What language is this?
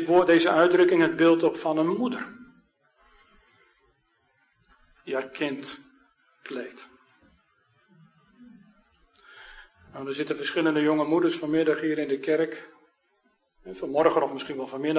Dutch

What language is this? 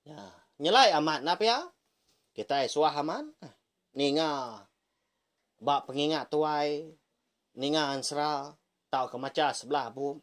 Iban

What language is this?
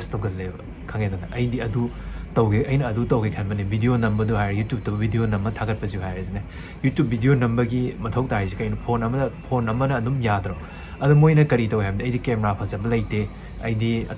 Manipuri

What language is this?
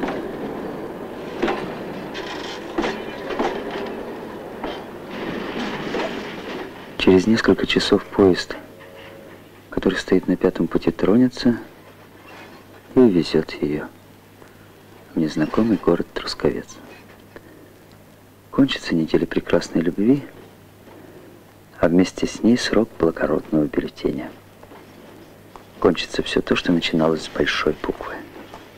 Russian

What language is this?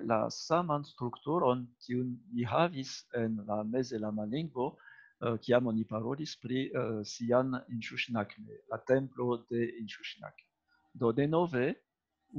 Esperanto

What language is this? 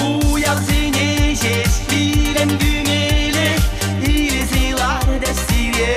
Chuvash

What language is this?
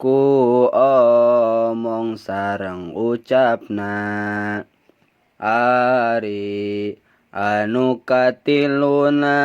Sundanese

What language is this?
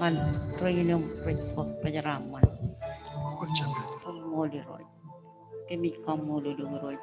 Marshallese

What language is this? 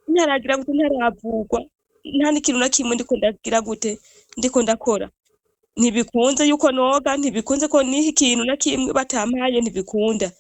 Rundi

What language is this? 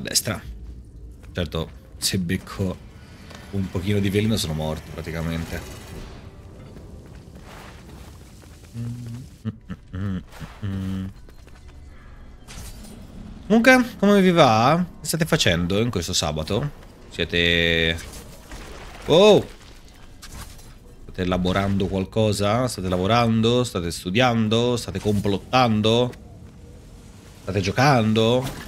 Italian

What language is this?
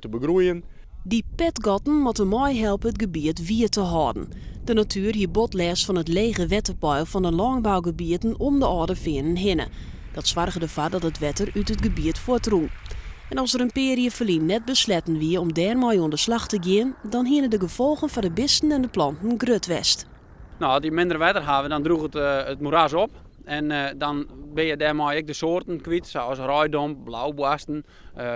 Western Frisian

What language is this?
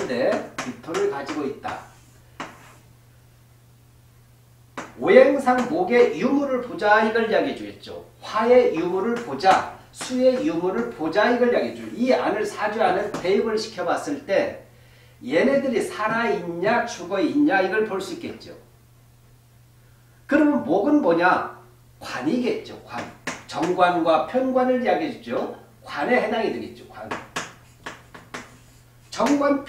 Korean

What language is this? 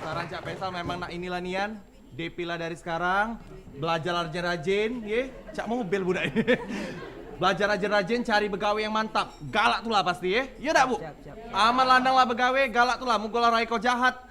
Musi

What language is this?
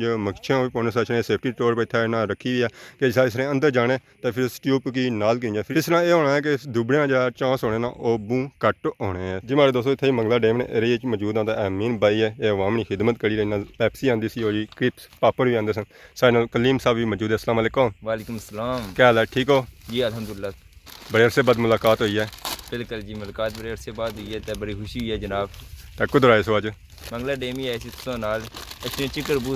Pahari-Potwari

